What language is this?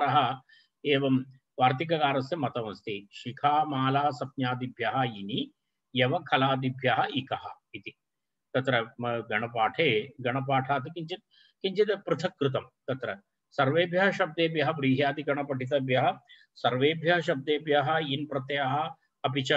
Sanskrit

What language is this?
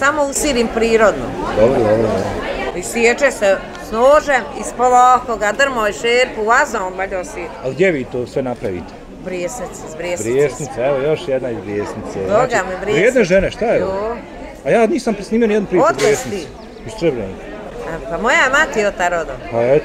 Bosnian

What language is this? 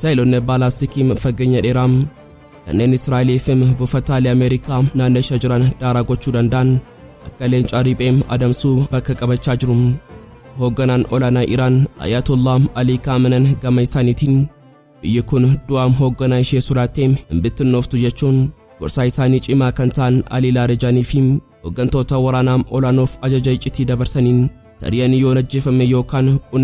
Oromo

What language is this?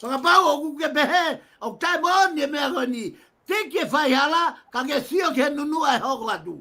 Tongan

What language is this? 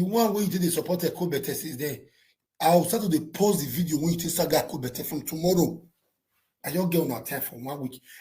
Nigerian Pidgin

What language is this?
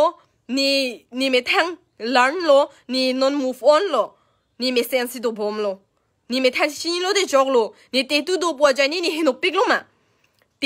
Karbi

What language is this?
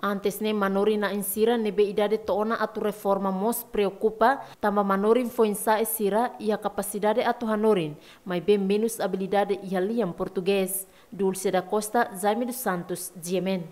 Tetum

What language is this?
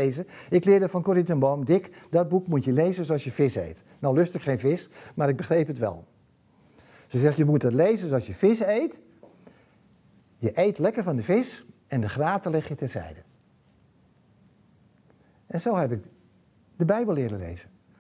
Dutch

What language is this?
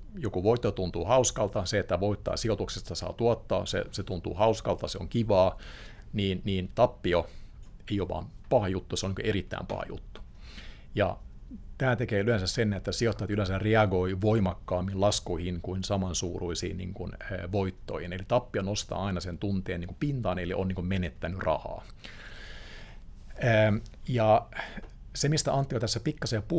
Finnish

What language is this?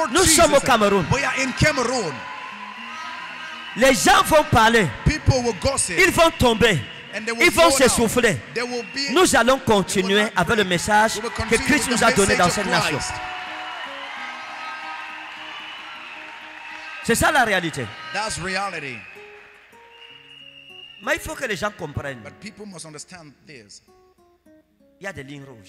French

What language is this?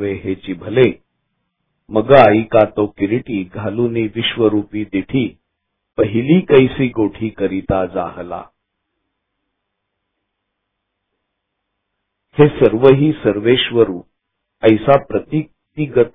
Marathi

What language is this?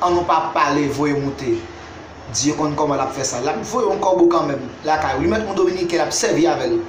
Haitian Creole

